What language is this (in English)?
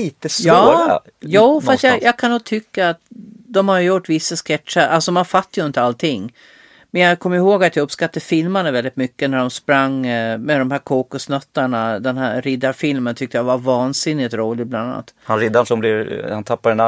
Swedish